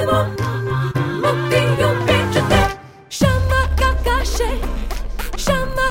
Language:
Tamil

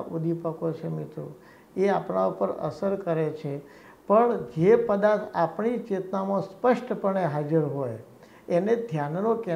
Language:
Gujarati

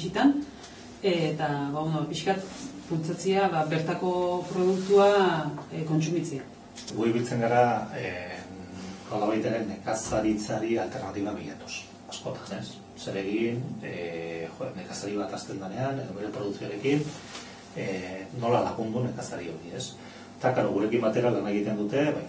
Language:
Basque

